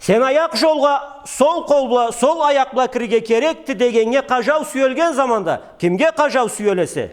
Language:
Karachay-Balkar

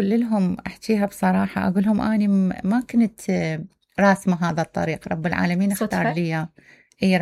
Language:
Mesopotamian Arabic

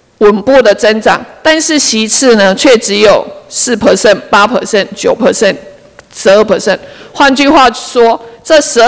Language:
Chinese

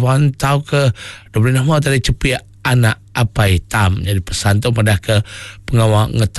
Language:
Iban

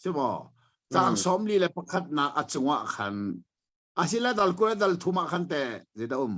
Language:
Hakha Chin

